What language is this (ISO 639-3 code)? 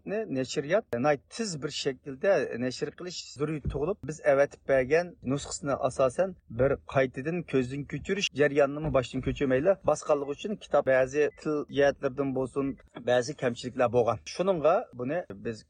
uig